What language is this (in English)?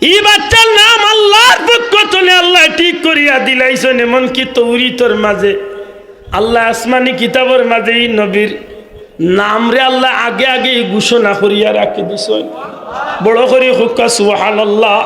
Sylheti